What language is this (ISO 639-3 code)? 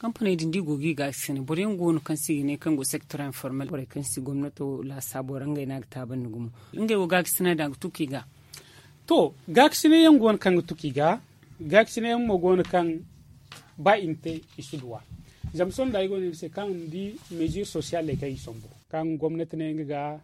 dje